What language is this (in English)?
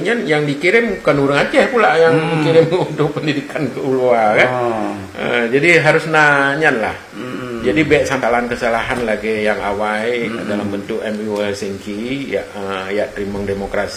Achinese